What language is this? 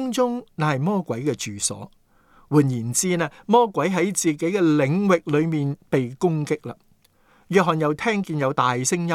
Cantonese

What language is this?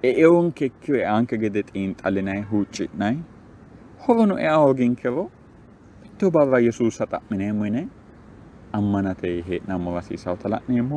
Sidamo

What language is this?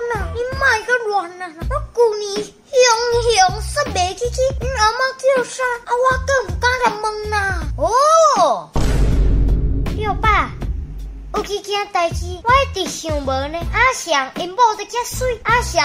Min Nan Chinese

